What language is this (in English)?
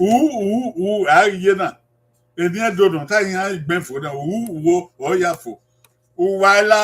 Bini